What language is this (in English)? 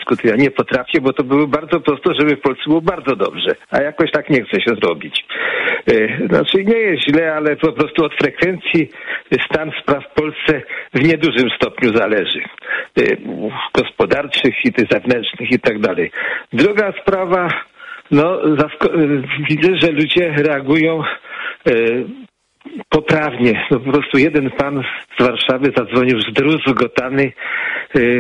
Polish